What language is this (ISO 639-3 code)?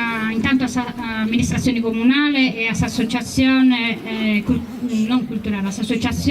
srd